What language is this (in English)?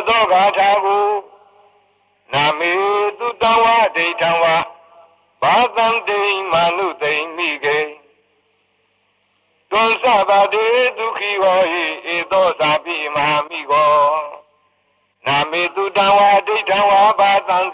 Burmese